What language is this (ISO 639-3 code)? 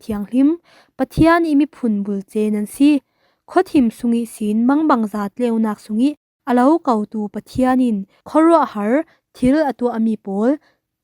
cfm